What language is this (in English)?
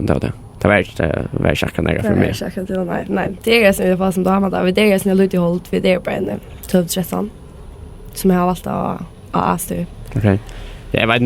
Faroese